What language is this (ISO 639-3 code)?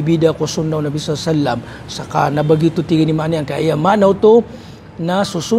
mrw